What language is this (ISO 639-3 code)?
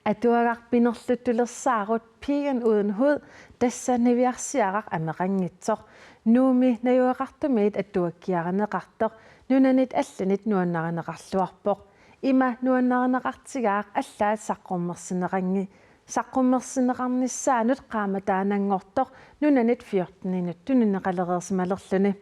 kal